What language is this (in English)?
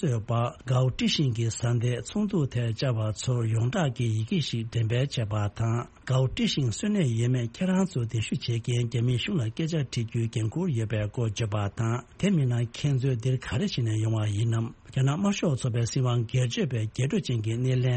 Tibetan